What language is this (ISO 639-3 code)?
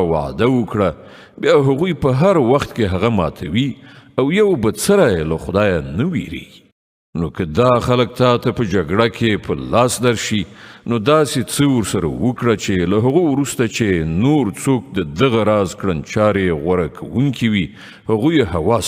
pus